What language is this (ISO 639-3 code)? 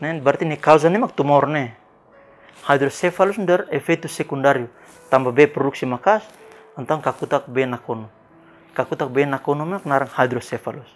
tet